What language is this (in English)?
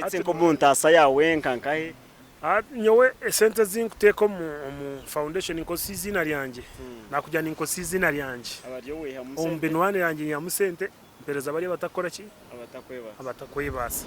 Nyankole